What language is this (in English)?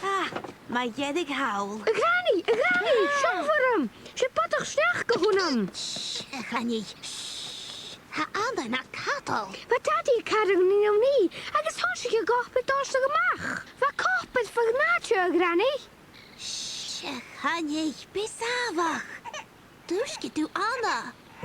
Scottish Gaelic